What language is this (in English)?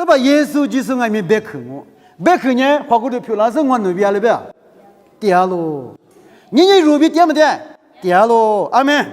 Lisu